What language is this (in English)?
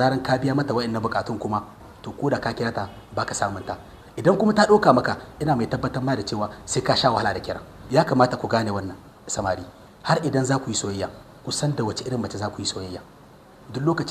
Hausa